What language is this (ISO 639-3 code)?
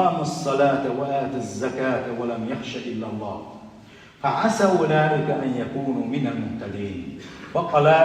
che